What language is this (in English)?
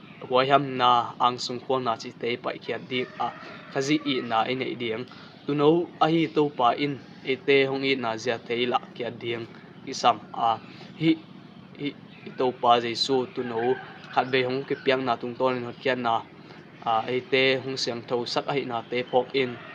Tedim Chin